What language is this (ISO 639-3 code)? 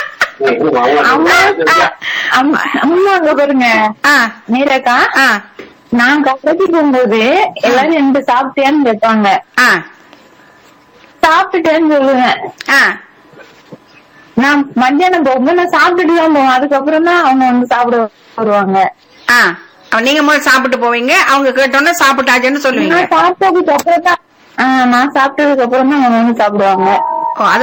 tam